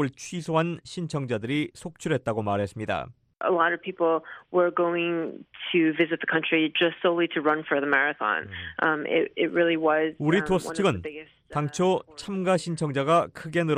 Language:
Korean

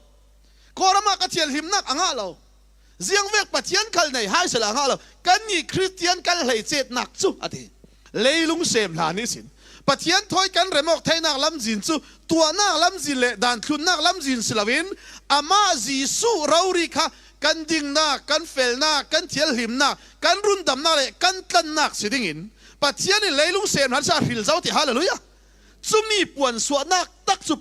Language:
Falam Chin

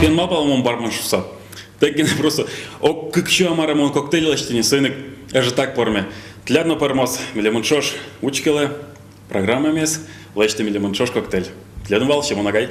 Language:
Udmurt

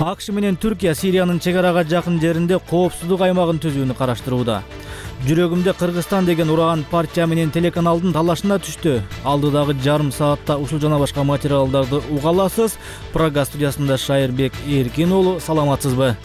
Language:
Kyrgyz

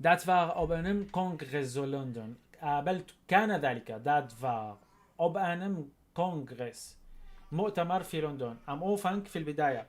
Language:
North Levantine Arabic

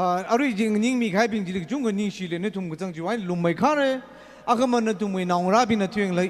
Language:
Tangkhul Naga (India)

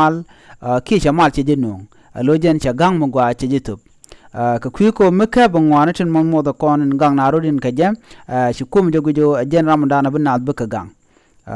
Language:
Nuer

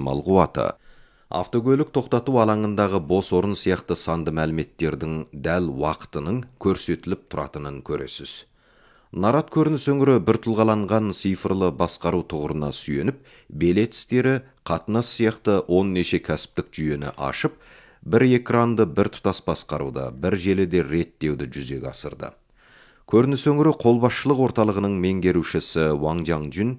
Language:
Kazakh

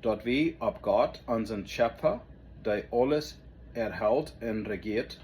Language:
Plautdietsch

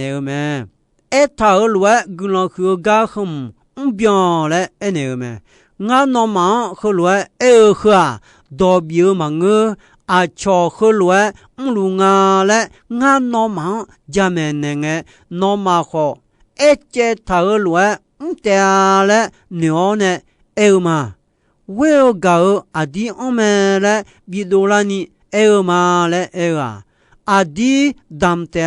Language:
Akha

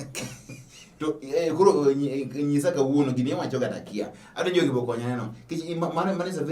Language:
Luo (Kenya and Tanzania)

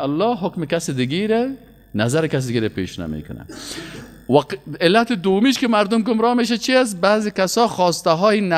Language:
Persian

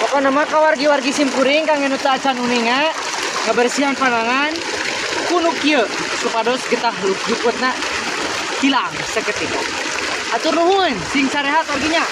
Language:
Sundanese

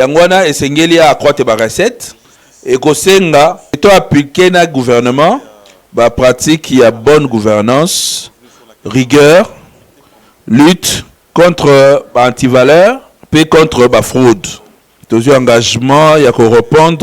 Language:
Lingala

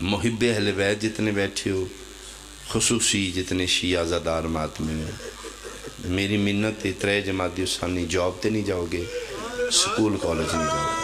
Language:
Pahari-Potwari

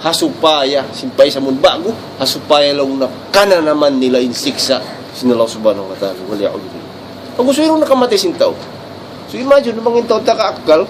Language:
Tausug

